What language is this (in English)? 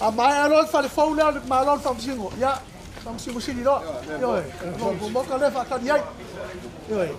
Samoan